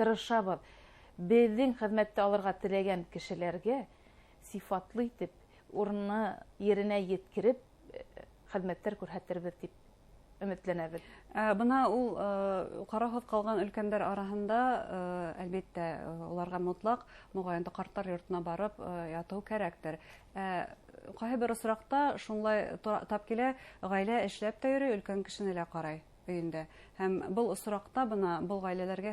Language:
Bashkir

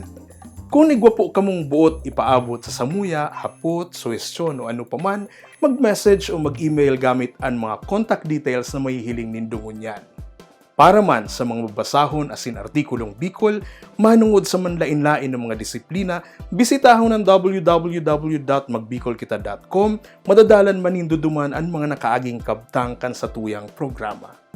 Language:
Bikol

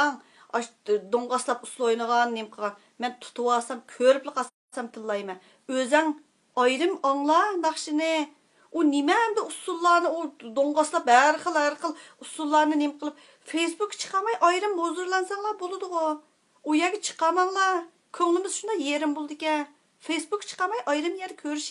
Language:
Uyghur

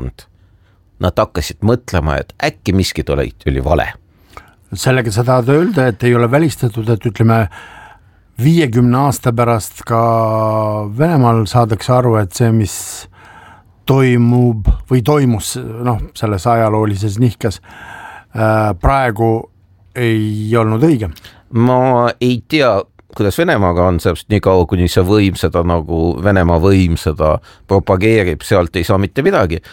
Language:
Estonian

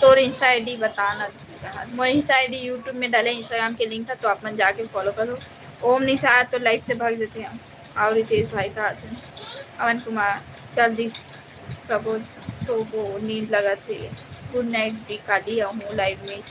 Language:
Chhattisgarhi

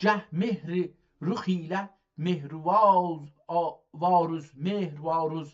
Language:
South Azerbaijani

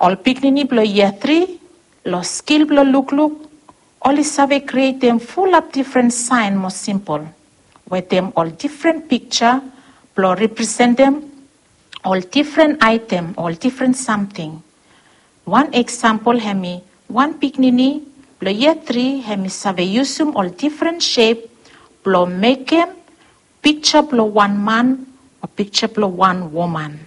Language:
Bislama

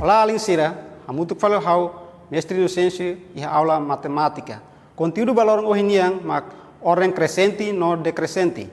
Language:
Tetum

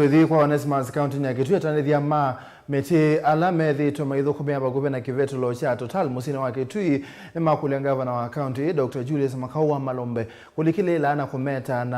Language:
Kamba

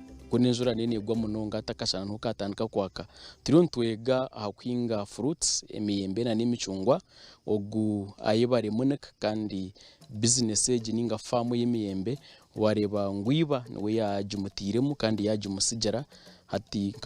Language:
Nyankole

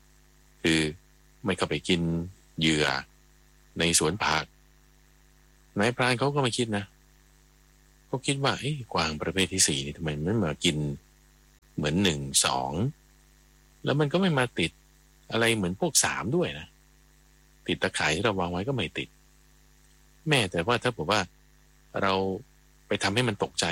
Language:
Thai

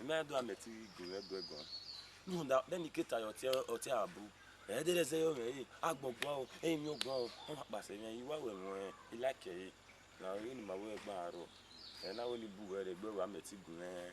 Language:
Bini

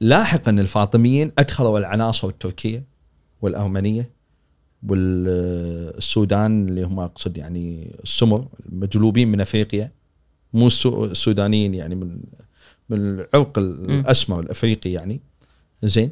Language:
Gulf Arabic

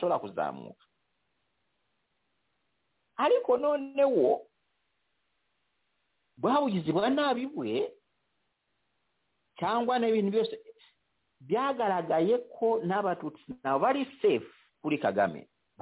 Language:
Kinyarwanda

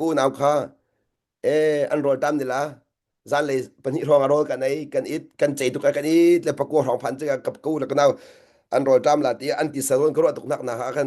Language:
Hakha Chin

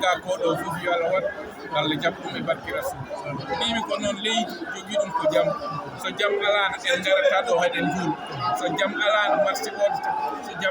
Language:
Fula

